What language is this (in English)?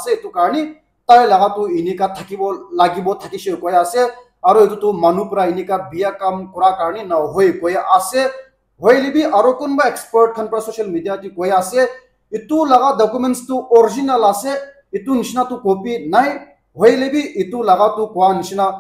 Naga Pidgin